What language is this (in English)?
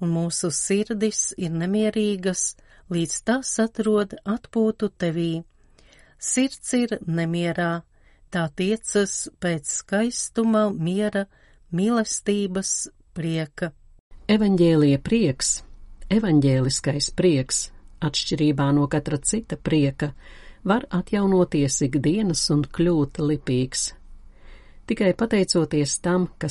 Latvian